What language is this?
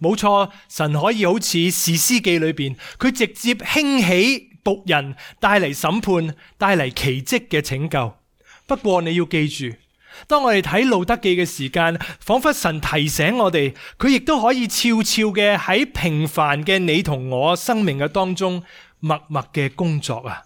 Cantonese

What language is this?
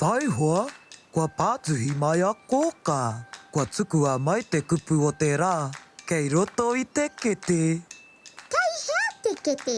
Māori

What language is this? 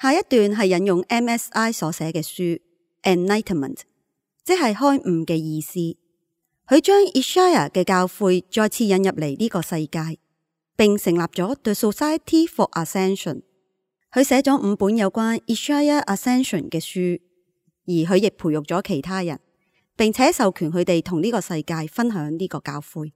Cantonese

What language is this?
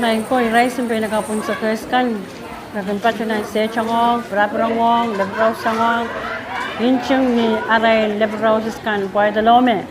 Pohnpeian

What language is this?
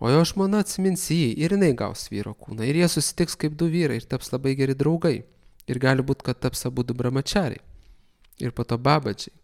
Lithuanian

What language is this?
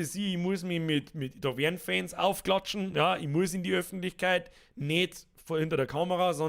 Bavarian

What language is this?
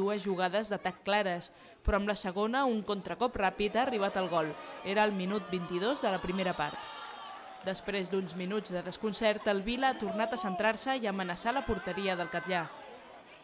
Catalan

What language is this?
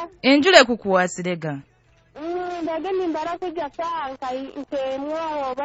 Nyoro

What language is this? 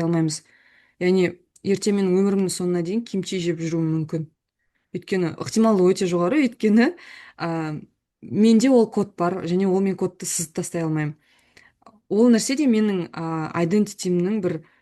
Kazakh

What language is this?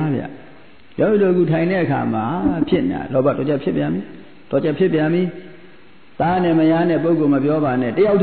Burmese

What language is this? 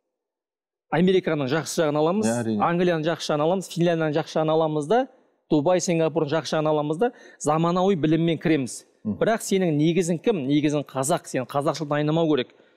Kazakh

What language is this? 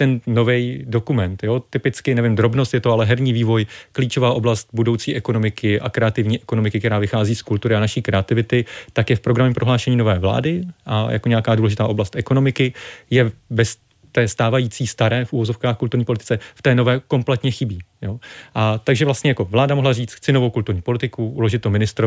Czech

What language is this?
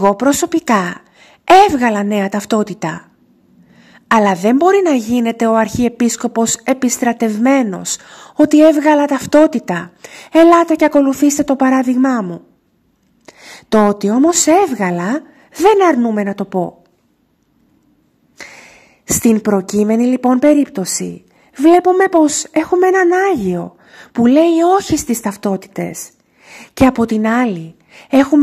Greek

